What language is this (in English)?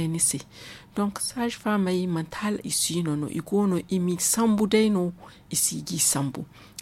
Zarma